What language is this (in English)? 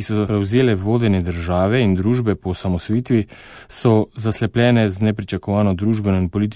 Slovenian